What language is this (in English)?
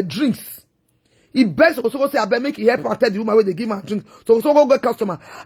Nigerian Pidgin